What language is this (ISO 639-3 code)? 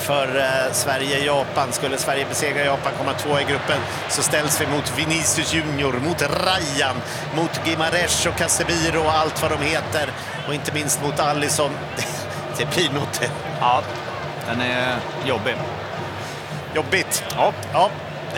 swe